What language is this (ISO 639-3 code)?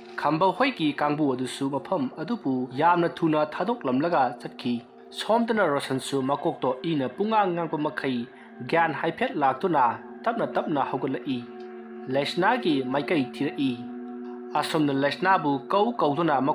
mni